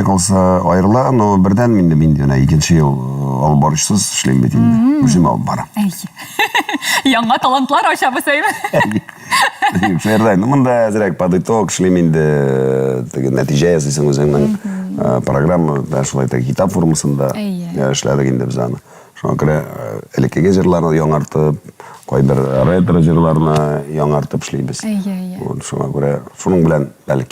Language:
Tatar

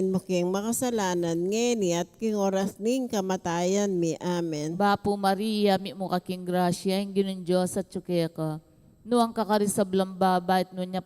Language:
Pampanga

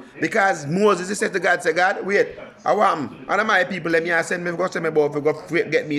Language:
Jamaican Creole English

